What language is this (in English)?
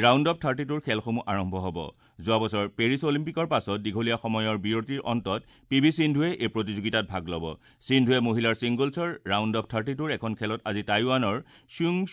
Assamese